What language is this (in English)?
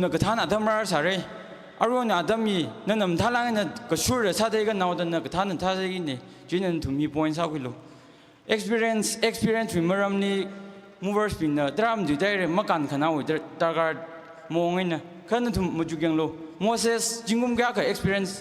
Tangkhul Naga (India)